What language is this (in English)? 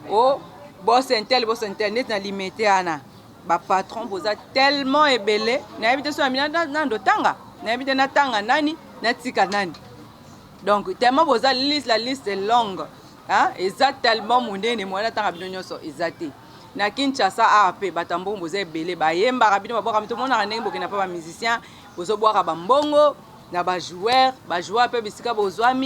Lingala